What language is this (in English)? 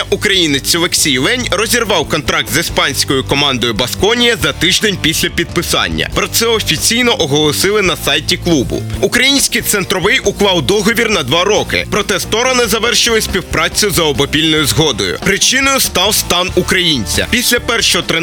Ukrainian